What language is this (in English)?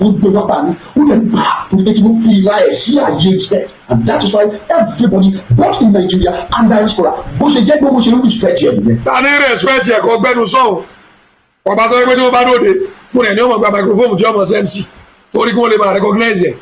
Yoruba